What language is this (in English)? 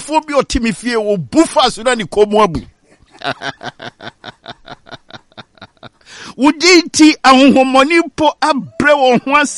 Akan